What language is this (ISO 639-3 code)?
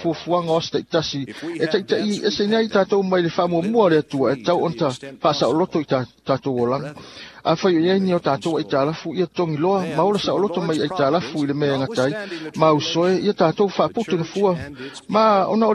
smo